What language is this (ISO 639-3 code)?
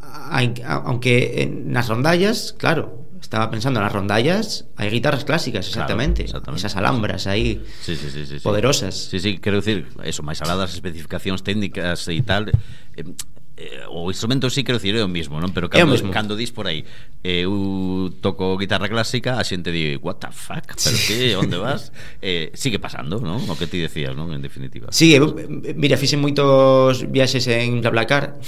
glg